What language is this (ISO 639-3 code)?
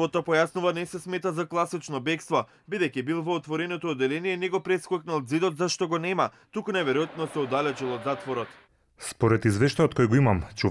mkd